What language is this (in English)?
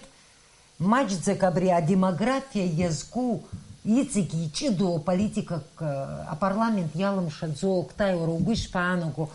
Abkhazian